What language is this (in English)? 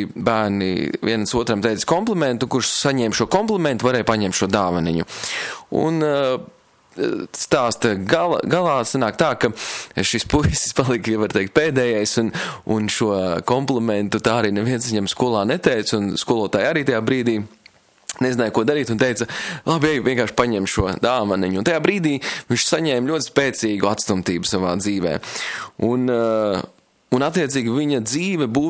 Latvian